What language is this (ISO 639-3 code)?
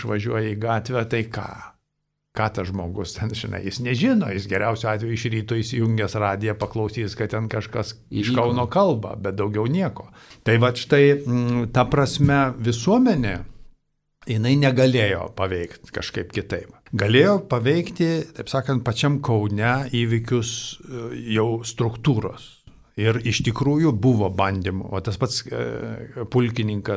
lit